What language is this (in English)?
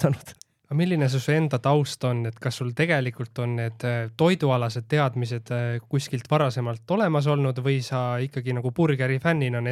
Estonian